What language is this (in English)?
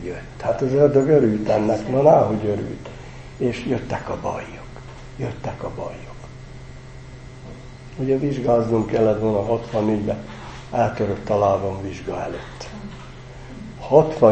Hungarian